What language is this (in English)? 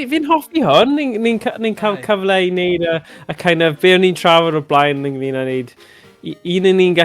Welsh